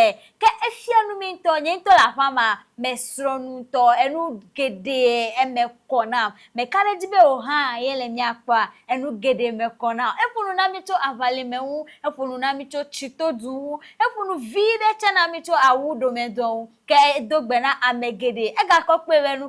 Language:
Ewe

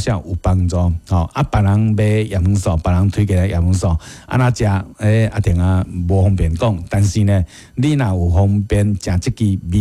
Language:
Min Nan Chinese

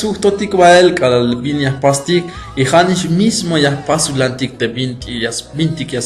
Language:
Tzeltal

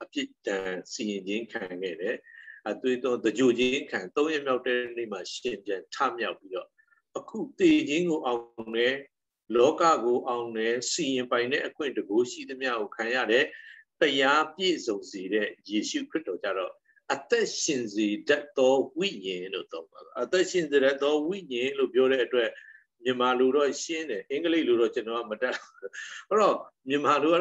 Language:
Burmese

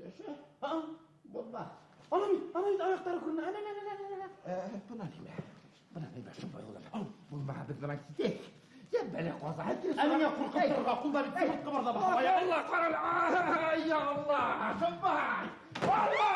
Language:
Bashkir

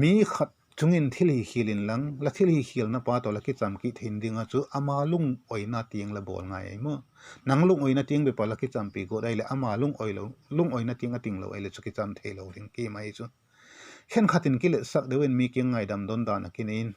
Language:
Vaiphei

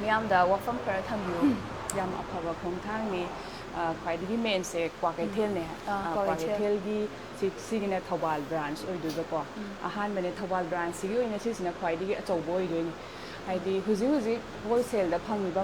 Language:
Manipuri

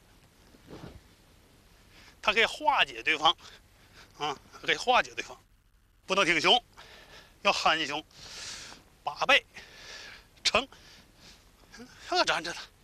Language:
Chinese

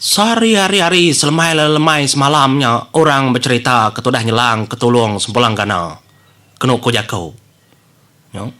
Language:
Iban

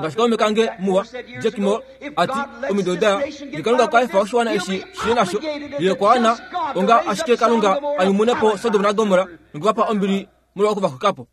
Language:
Kuanyama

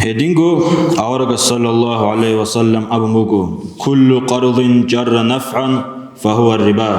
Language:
Avaric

